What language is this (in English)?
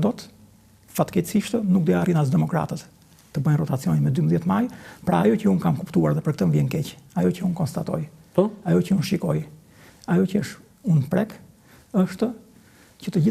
Albanian